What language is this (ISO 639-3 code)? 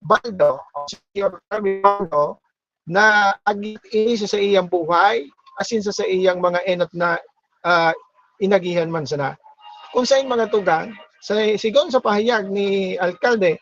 bik